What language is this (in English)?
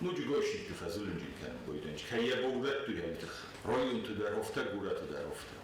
Ossetic